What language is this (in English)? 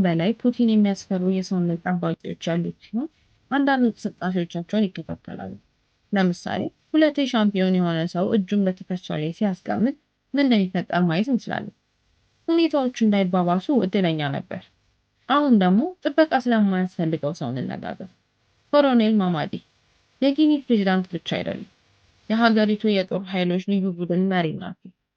Amharic